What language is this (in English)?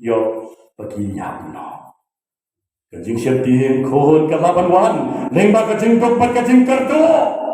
Khasi